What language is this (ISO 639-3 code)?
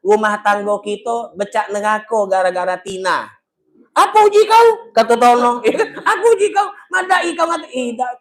mui